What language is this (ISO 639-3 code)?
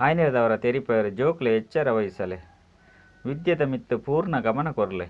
tcy